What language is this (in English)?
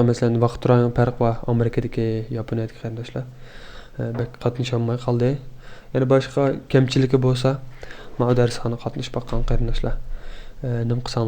Uyghur